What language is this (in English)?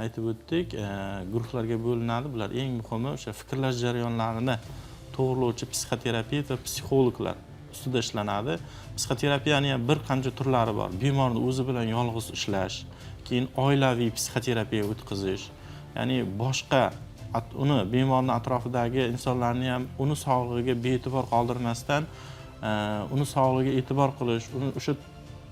Uzbek